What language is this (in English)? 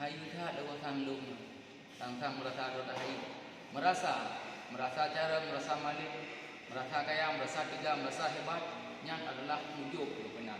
Achinese